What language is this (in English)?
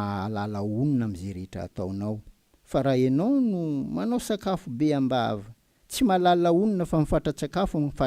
Malagasy